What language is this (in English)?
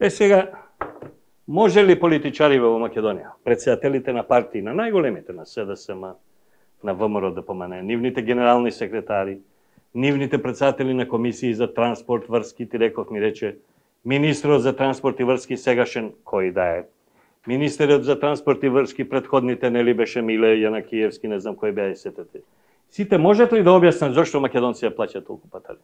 Macedonian